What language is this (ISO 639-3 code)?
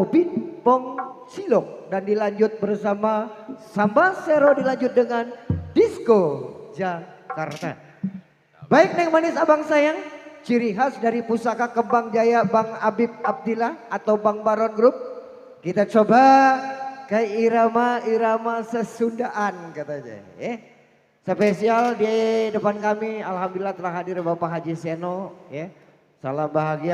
bew